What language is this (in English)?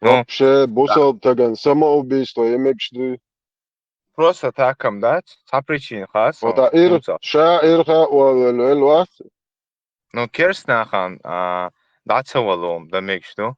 Chechen